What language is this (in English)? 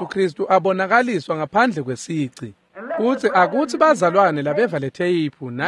Swati